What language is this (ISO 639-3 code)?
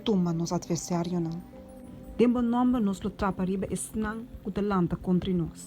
pap